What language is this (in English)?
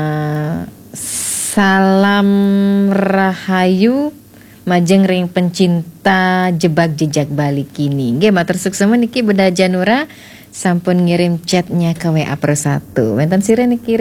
Balinese